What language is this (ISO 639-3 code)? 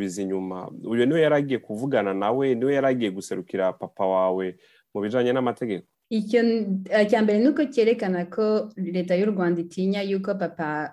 kin